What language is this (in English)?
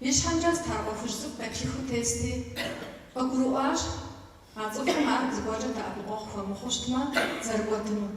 Kabardian